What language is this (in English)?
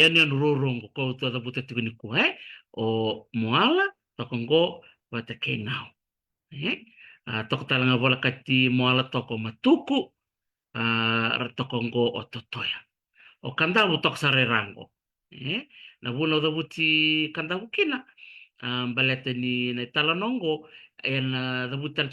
Fijian